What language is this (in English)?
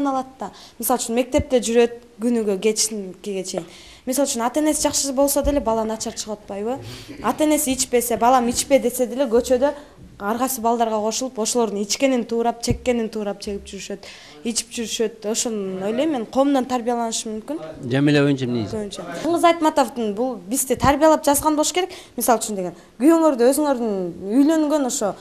Kyrgyz